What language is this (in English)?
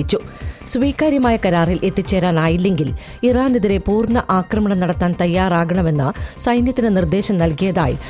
Malayalam